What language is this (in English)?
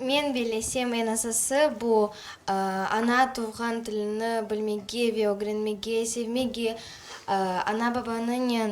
Crimean Tatar